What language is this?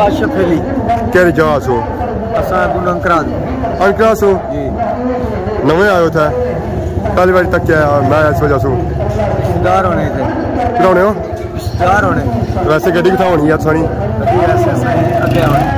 Pahari-Potwari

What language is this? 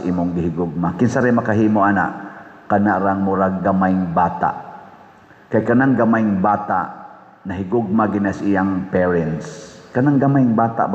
Cebuano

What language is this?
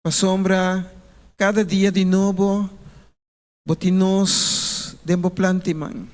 Papiamento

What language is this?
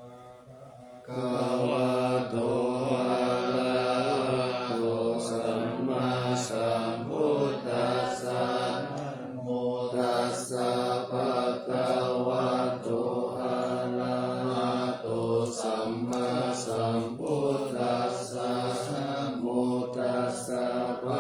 Pali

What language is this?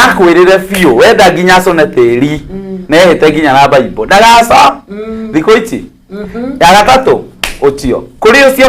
Kikuyu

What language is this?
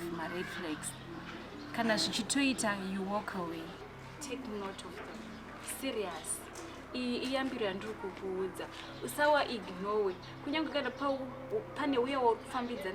Shona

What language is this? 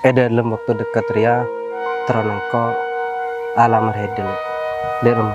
Madurese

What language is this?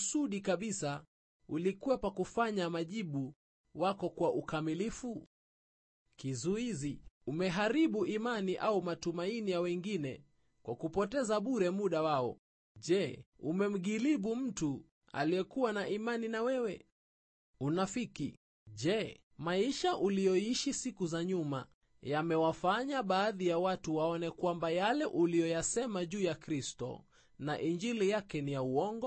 Swahili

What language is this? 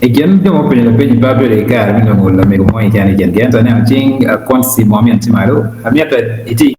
Acoli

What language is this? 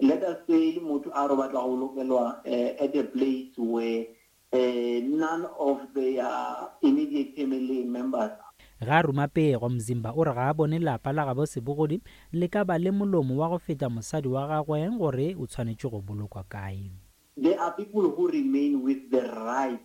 Northern Sotho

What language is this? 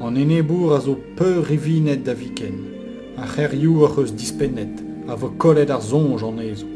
Breton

